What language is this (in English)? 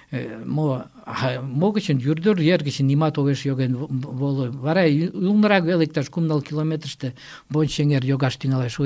Mari